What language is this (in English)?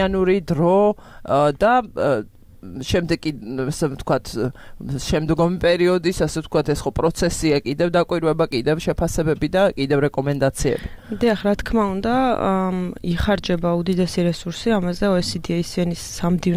Georgian